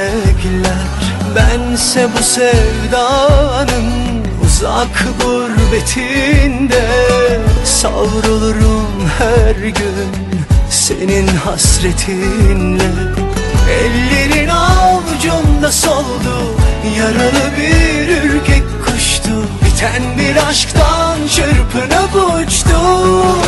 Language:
Turkish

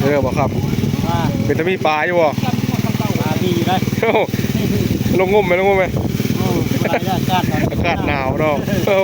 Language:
Northeastern Thai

